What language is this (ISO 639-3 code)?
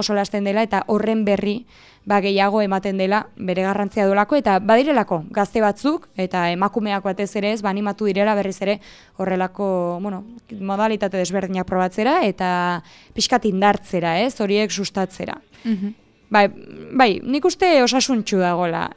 eus